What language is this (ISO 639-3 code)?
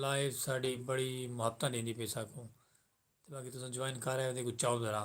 skr